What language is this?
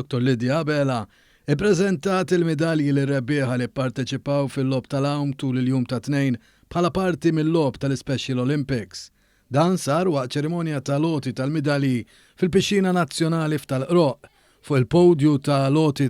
Maltese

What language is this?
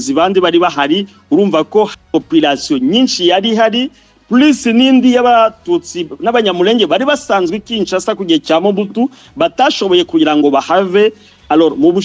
Kinyarwanda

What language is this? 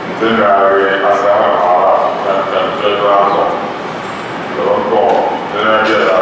Dagbani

